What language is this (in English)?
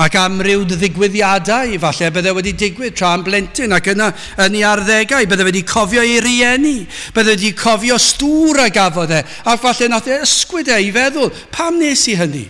Welsh